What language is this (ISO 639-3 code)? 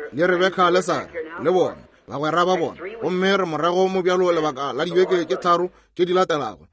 nso